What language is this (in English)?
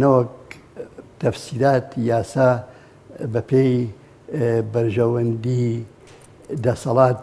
Central Kurdish